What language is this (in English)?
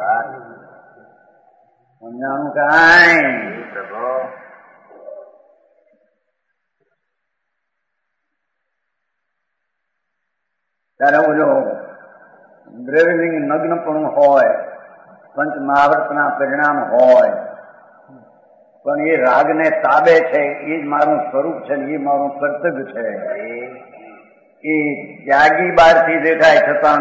Gujarati